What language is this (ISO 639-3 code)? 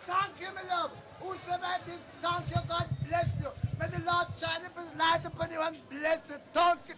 jam